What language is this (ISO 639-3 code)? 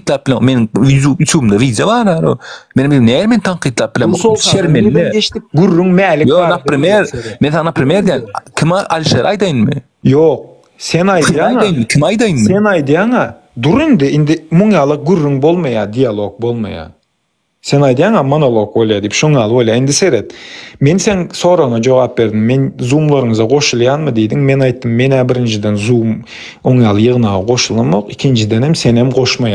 tuk